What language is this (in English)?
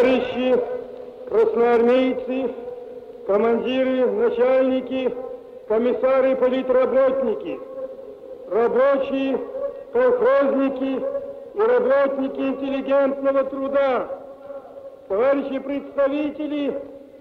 Russian